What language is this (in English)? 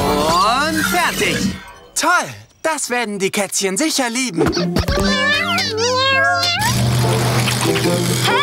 German